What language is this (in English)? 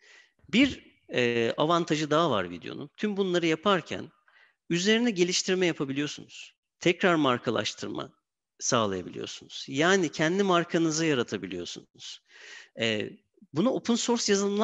Turkish